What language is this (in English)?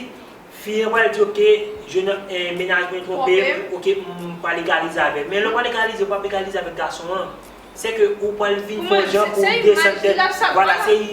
Haitian Creole